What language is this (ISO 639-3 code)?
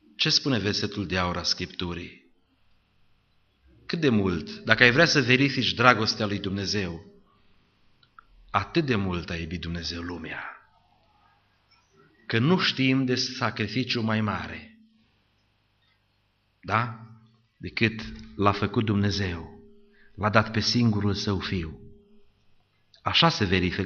ron